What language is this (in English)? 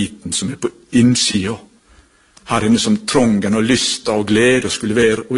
Norwegian